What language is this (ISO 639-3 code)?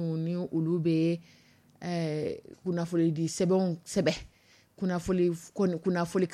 dyu